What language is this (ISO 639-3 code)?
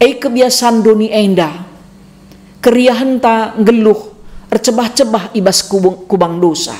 btx